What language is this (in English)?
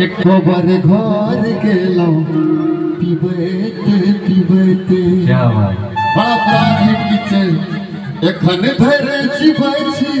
Maithili